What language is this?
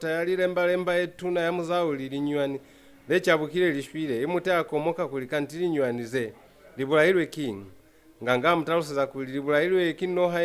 Lozi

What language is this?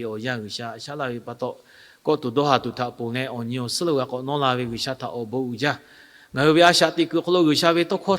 Lahu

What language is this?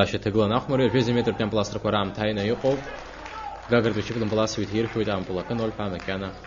Abkhazian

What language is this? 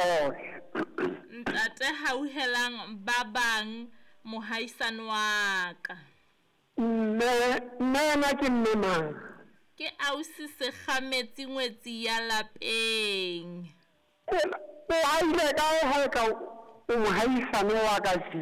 Southern Sotho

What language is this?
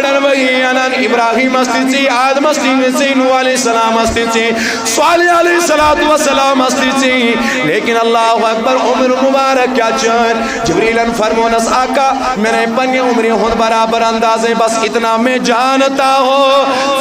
Kashmiri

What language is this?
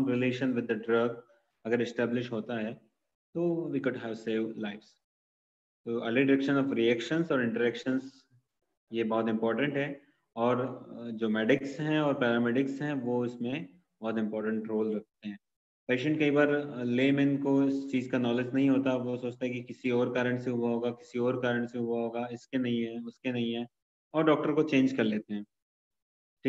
Hindi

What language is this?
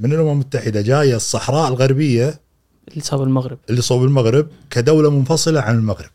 Gulf Arabic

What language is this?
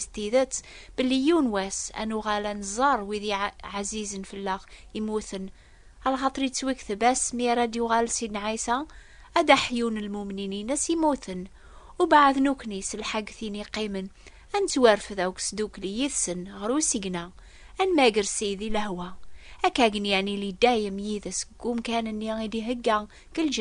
Kabyle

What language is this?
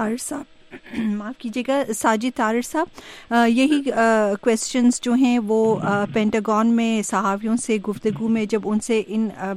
Urdu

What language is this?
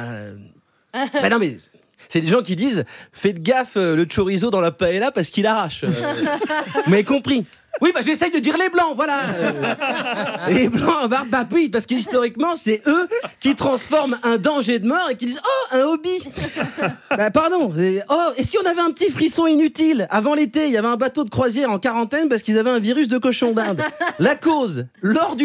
French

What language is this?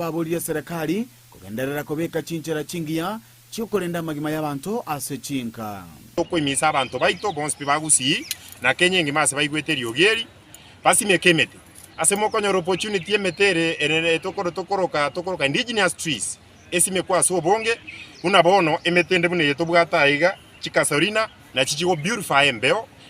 Gusii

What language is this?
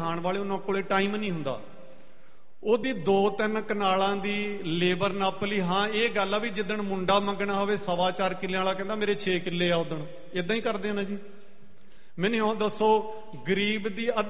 Punjabi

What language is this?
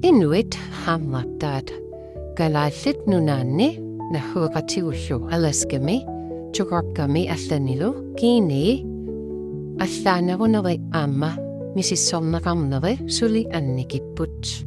Kalaallisut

